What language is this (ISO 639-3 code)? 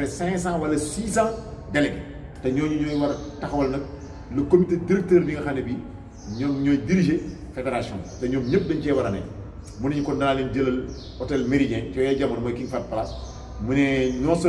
wol